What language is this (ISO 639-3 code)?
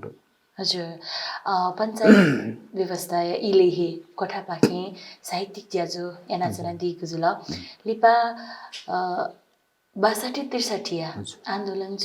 new